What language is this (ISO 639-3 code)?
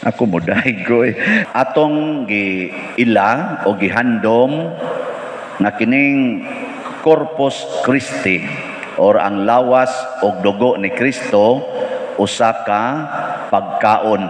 ceb